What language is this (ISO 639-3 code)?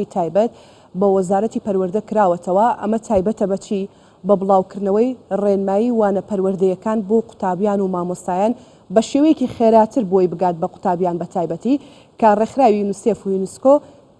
ckb